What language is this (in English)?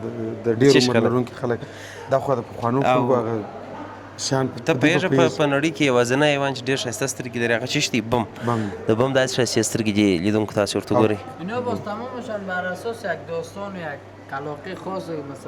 Pashto